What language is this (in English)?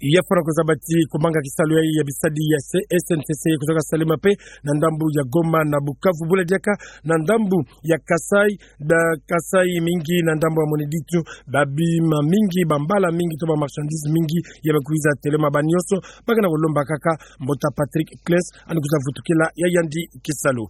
Kituba (Democratic Republic of Congo)